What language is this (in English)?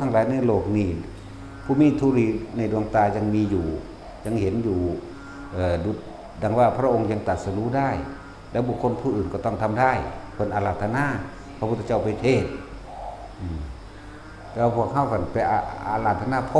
Northeastern Thai